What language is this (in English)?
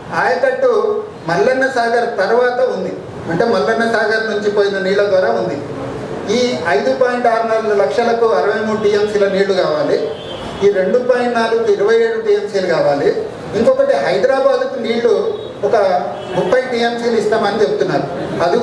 Telugu